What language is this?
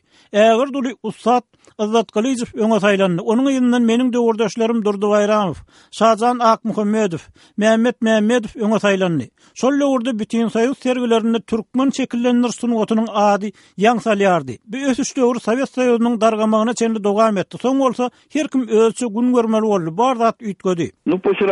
Turkmen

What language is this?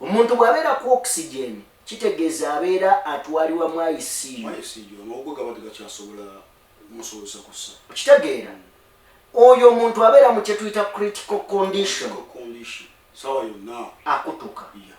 Ganda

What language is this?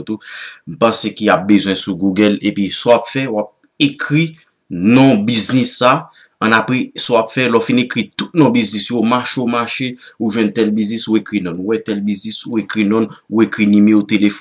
Haitian Creole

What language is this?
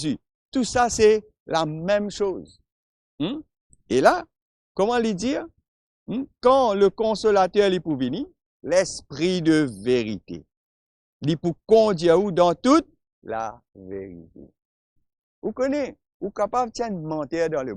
Morisyen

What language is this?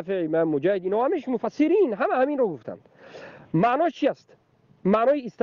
Tajik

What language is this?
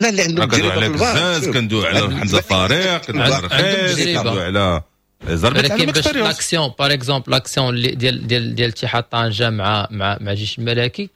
Moroccan Arabic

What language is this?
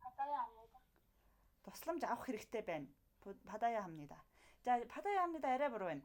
Mongolian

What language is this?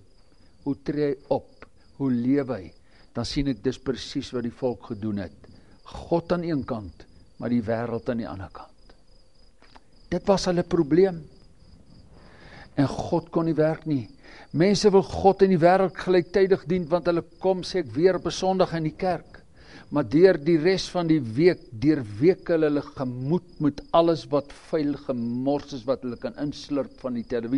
Afrikaans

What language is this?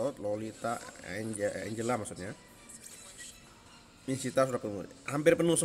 Indonesian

